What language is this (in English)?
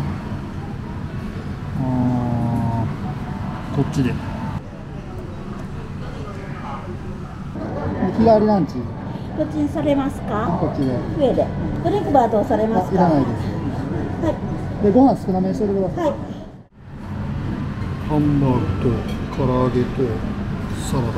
Japanese